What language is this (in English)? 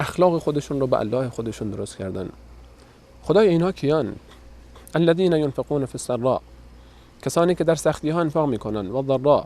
Persian